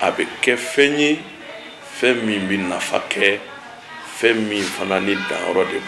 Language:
Bambara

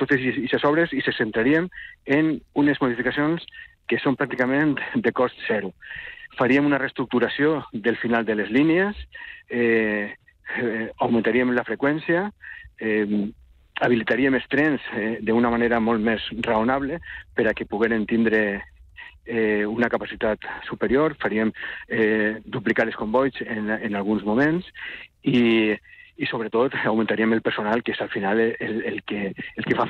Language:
Catalan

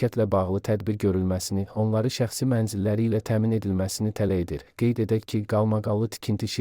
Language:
Azerbaijani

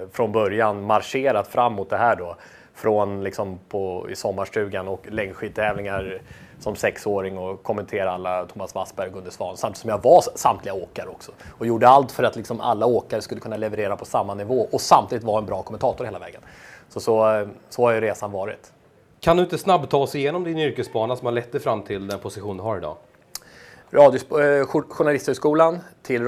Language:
Swedish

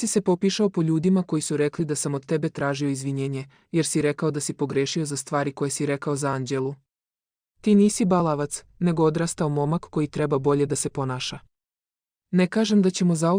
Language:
Serbian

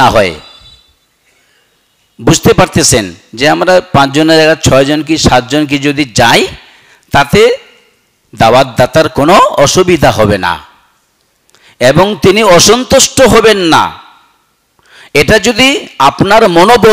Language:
Bangla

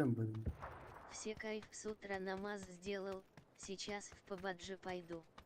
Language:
Yakut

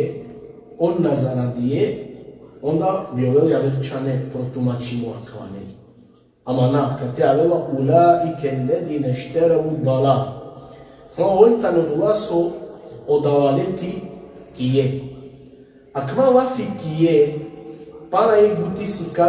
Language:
Balkan Romani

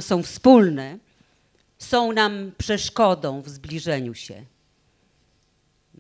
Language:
Polish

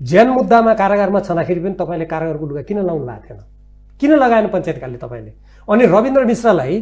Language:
Nepali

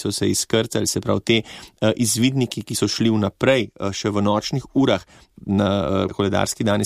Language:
Slovenian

